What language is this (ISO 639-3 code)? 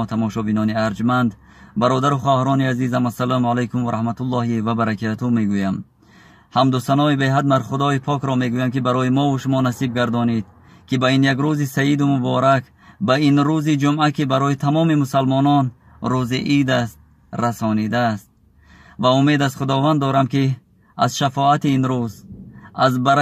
tgk